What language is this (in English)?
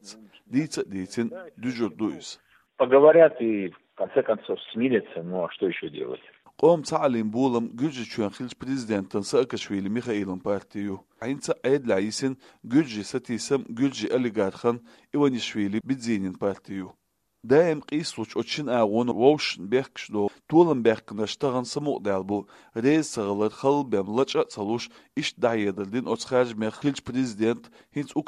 Chechen